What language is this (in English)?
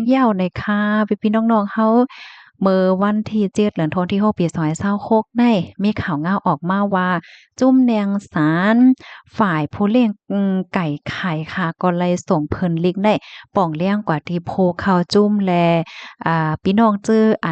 Shan